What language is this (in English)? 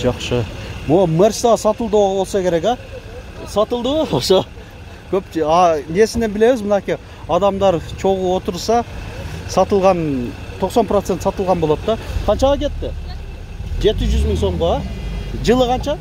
Kyrgyz